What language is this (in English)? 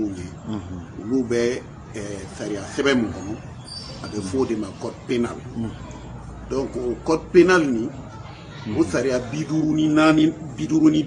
Bambara